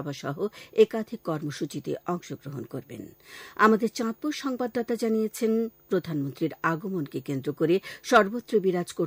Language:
Bangla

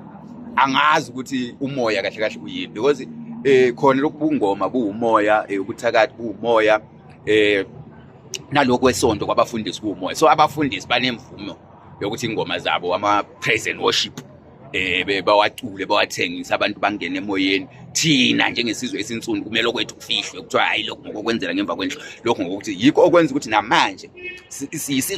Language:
Zulu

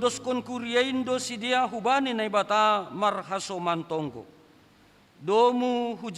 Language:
Batak Simalungun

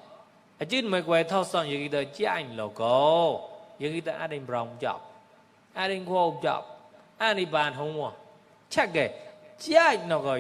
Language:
Mon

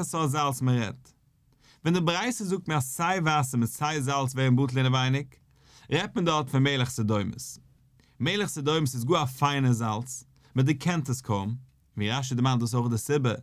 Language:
Yiddish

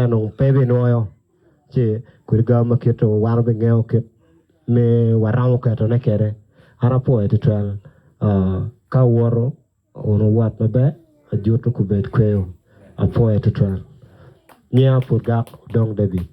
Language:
Acoli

